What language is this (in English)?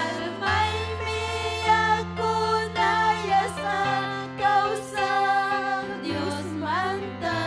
Ayacucho Quechua